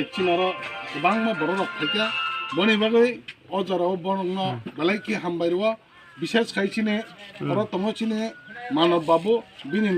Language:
Kok Borok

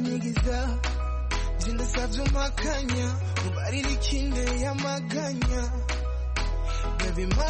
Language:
Kinyarwanda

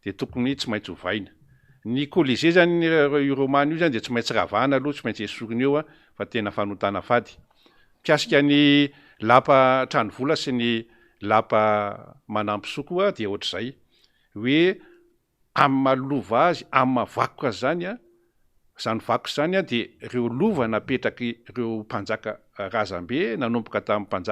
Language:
Malagasy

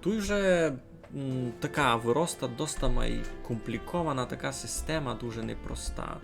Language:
Rusyn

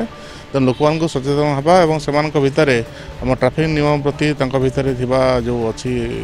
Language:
Odia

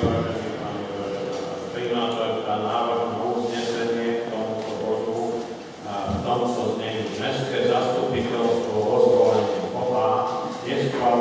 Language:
Slovak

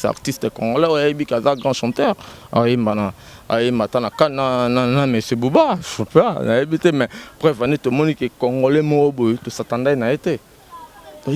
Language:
Lingala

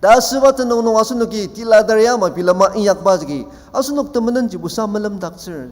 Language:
Ao Naga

